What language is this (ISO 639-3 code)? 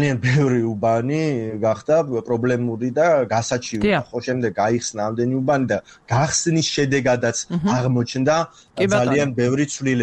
kat